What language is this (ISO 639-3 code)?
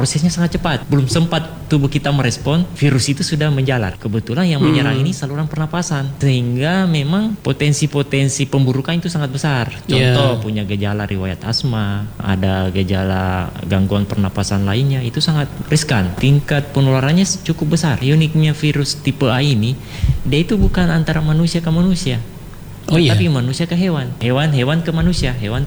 ind